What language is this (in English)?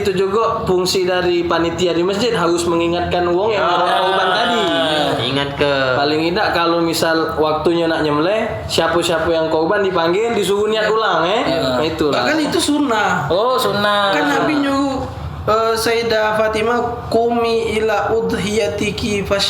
Musi